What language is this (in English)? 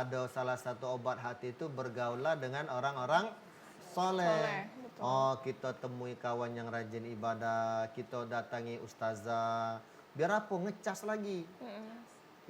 Musi